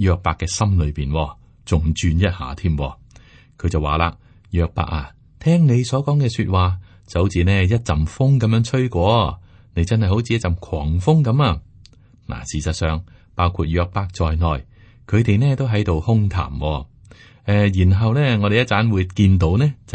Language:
Cantonese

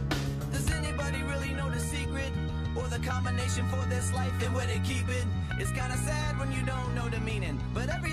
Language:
English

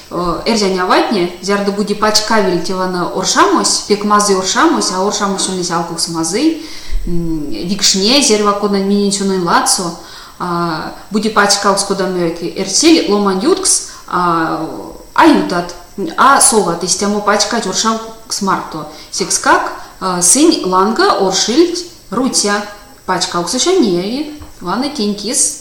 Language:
Erzya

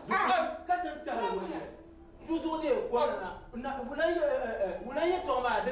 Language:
Dagbani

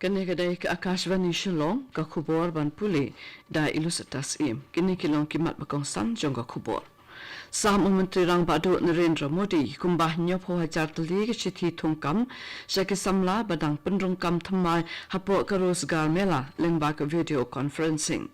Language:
Khasi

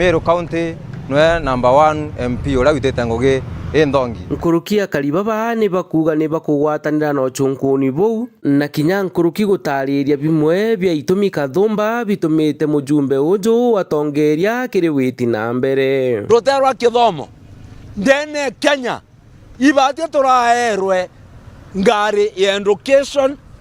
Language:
Meru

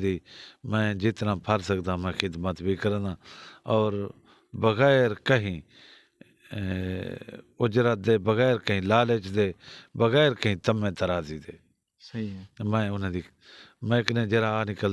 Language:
Saraiki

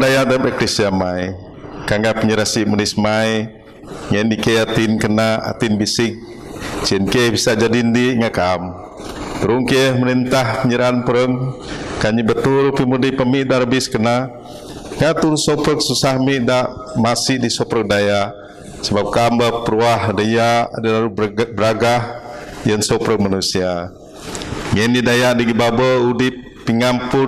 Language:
Biatah Bidayuh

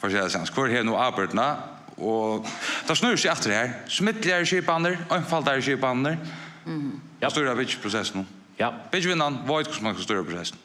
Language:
Faroese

